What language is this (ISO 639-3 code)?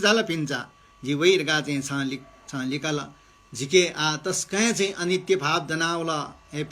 new